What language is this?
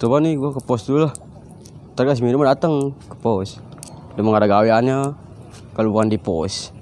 Betawi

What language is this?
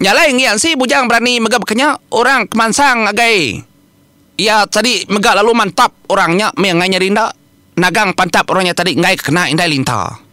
Iban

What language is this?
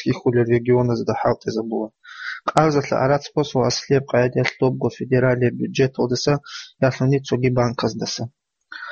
Avaric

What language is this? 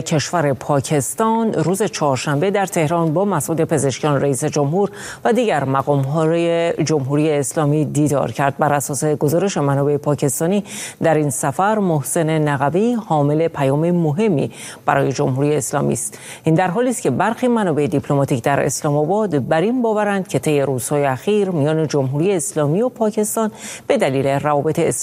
Persian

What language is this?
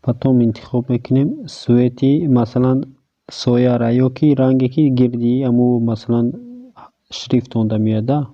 Tajik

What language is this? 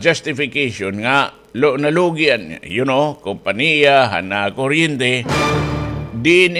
Waray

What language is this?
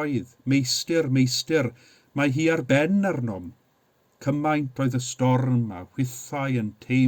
Welsh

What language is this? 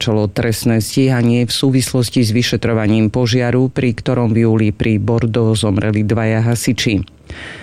Slovak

